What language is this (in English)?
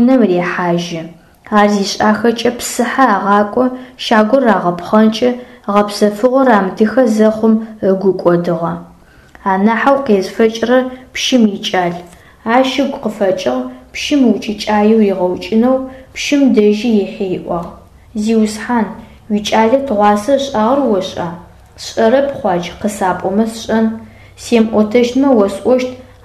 Adyghe